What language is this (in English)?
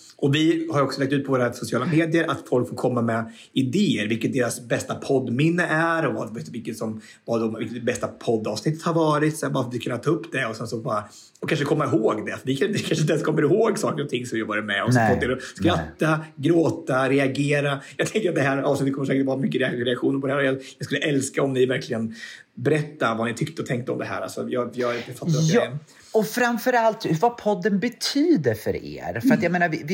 Swedish